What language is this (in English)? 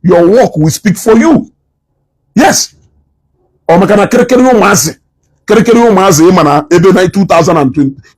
Igbo